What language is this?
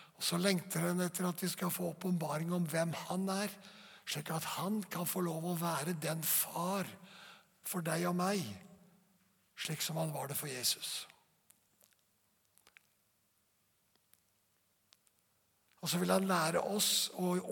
Norwegian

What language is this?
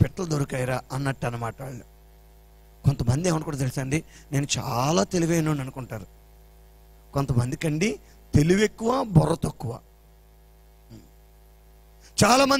Telugu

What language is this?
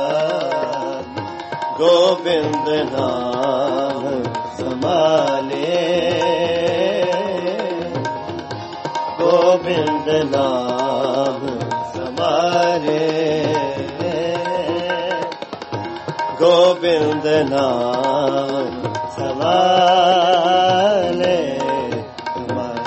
Punjabi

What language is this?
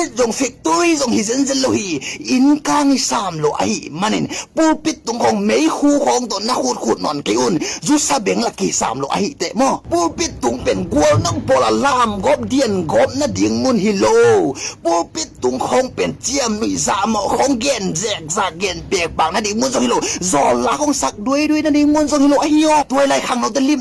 Tedim Chin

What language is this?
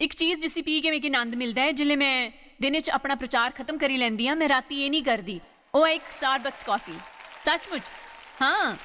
Dogri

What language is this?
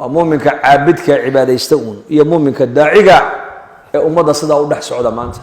Somali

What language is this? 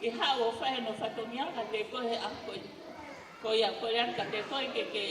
Tongan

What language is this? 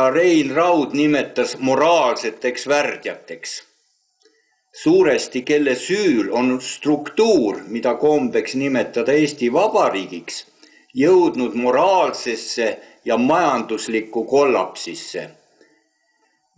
Estonian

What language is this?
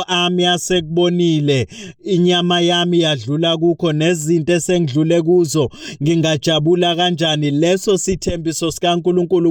Zulu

